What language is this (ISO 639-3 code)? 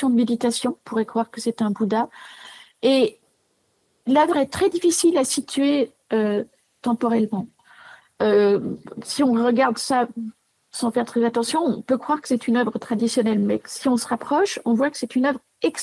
fra